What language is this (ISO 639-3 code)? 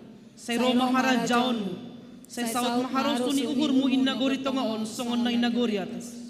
bts